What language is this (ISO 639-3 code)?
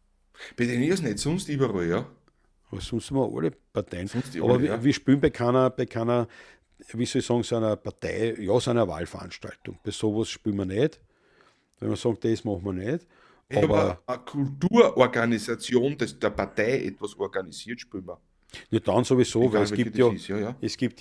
bar